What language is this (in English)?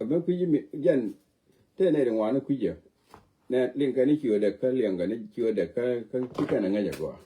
Nuer